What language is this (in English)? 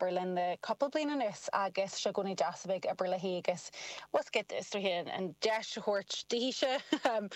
Irish